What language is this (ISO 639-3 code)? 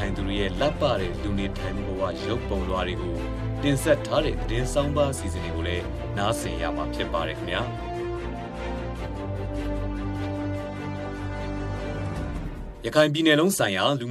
mya